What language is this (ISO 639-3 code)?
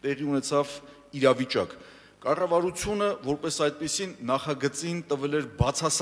hye